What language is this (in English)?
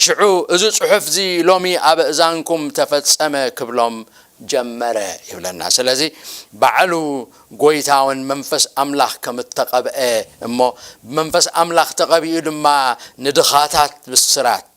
Tigrinya